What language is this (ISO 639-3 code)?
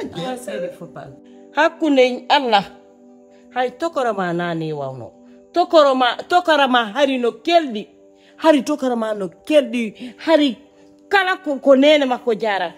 ful